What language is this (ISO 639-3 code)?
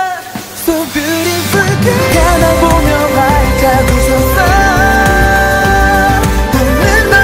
kor